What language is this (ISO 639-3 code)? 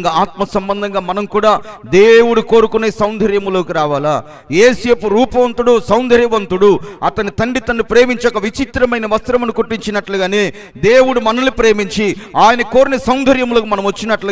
tel